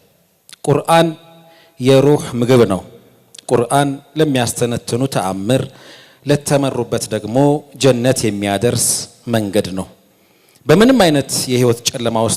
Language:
Amharic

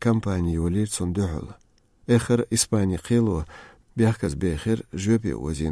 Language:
Chechen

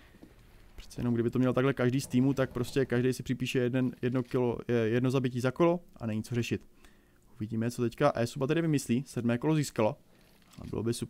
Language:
Czech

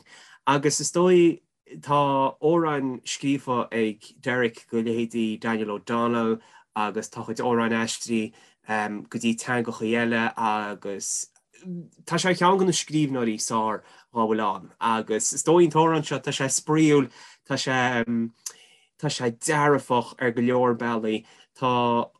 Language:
Irish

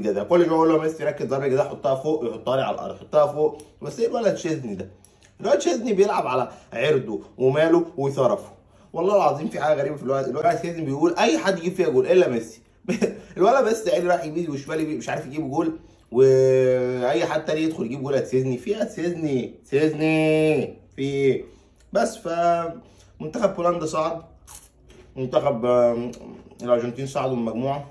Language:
Egyptian Arabic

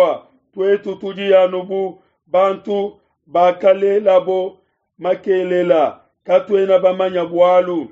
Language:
Luba-Lulua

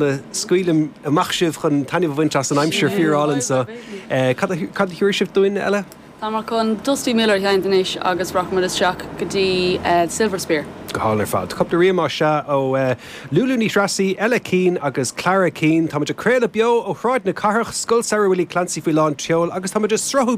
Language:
Irish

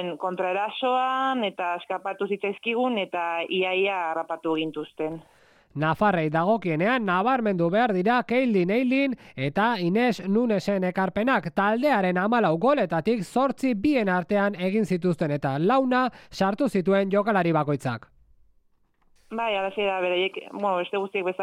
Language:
Basque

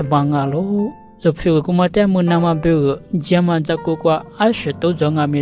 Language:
Lisu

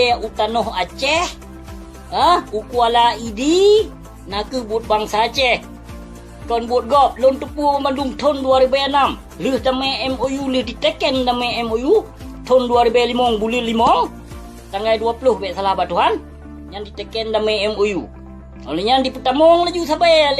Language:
Achinese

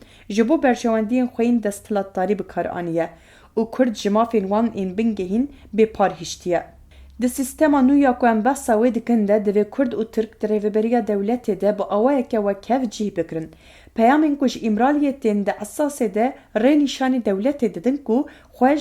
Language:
Kurdish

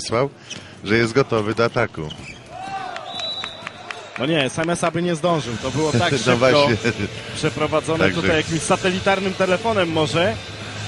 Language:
Polish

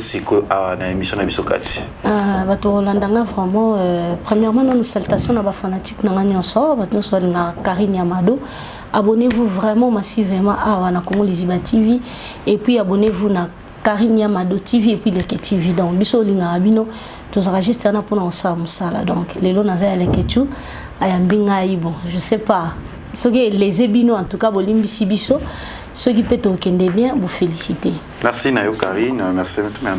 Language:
Lingala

